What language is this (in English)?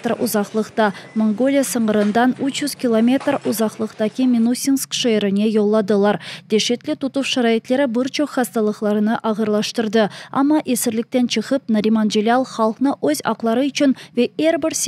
Crimean Tatar